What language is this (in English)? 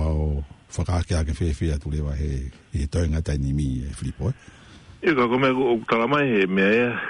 Tongan